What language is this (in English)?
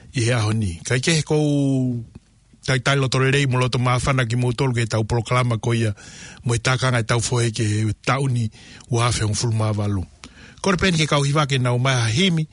Tongan